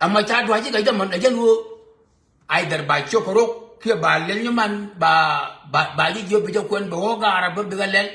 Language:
Nuer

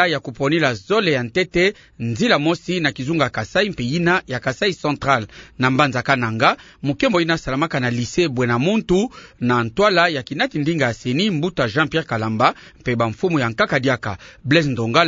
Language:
Kituba (Democratic Republic of Congo)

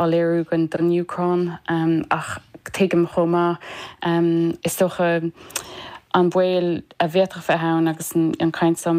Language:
Irish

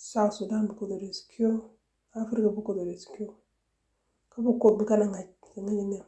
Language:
Nuer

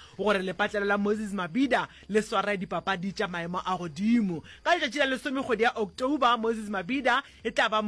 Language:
Northern Sotho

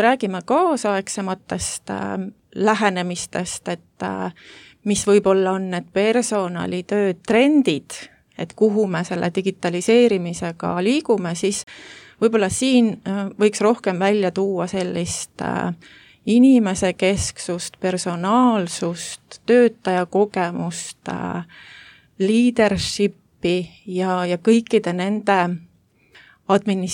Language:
Estonian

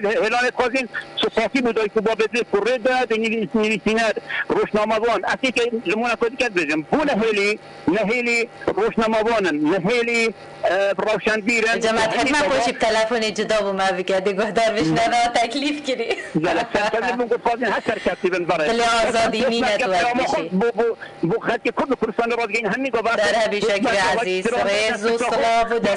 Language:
Kurdish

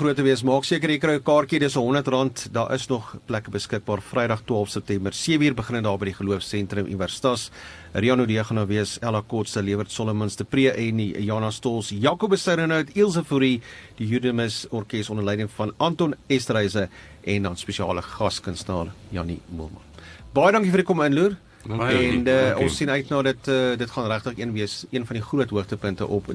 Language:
Afrikaans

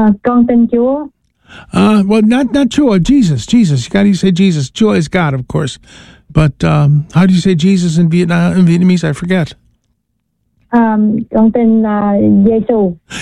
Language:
English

